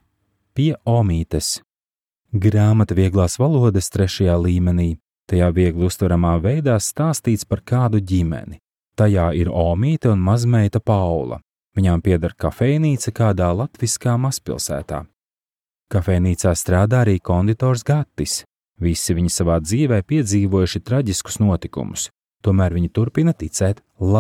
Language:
Latvian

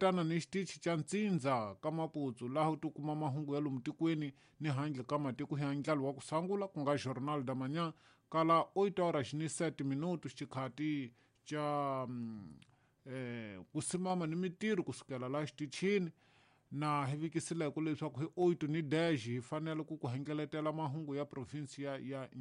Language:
Tsonga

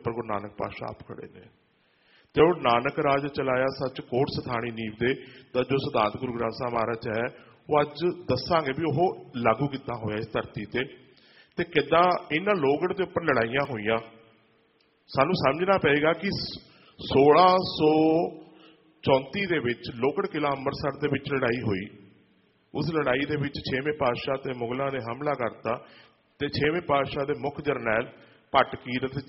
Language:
Punjabi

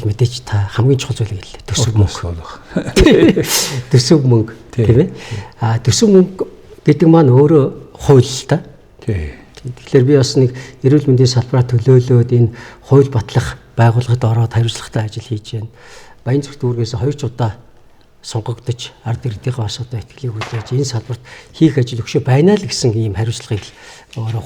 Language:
Mongolian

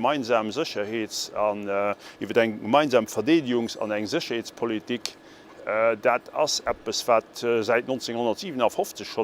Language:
Luxembourgish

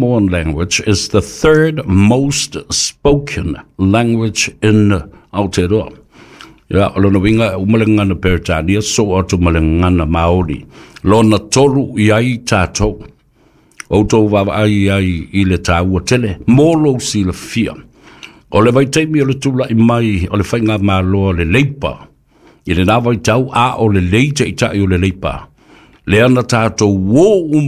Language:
Samoan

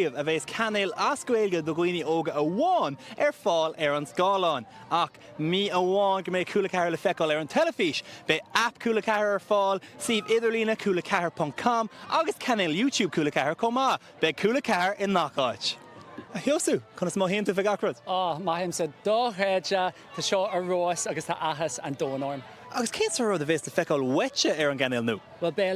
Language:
Irish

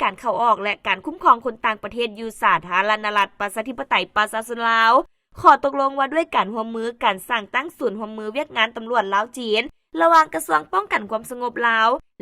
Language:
Lao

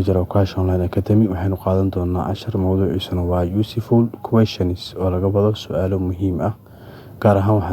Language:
Somali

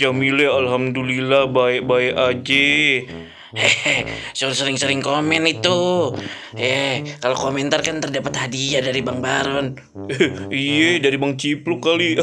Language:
Betawi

